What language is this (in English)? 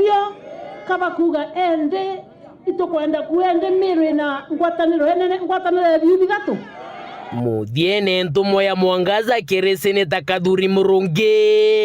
Meru